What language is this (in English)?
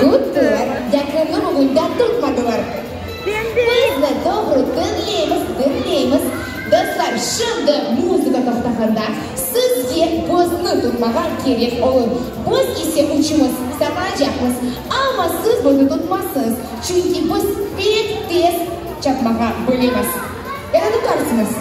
Crimean Tatar